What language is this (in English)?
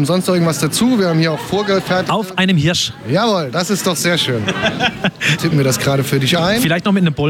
German